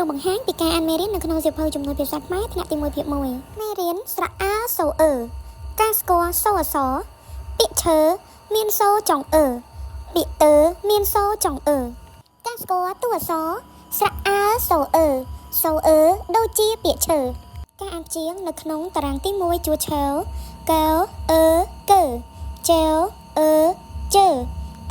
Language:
Khmer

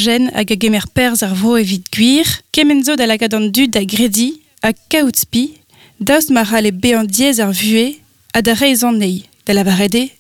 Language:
Breton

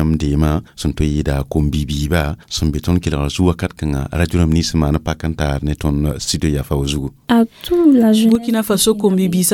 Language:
Mossi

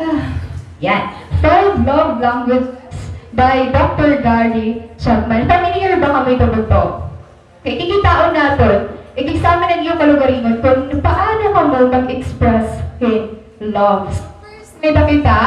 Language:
Waray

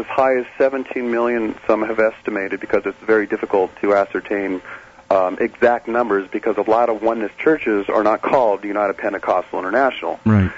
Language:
English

